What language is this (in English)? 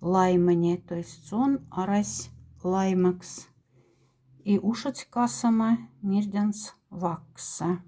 Moksha